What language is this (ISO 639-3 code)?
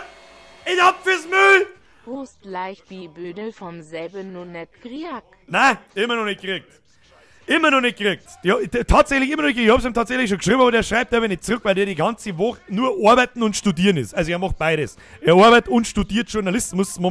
bar